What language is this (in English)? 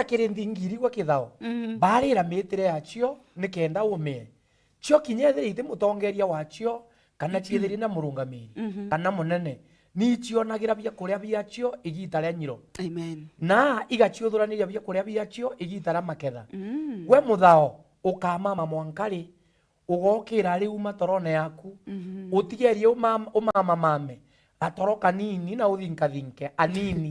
Meru